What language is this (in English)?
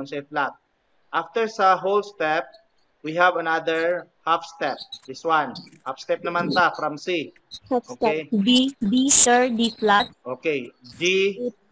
Cebuano